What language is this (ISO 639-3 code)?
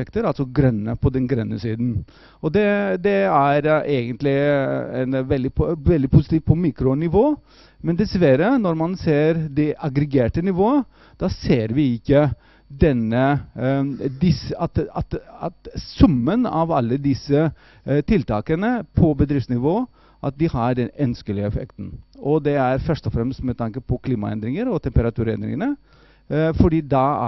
nor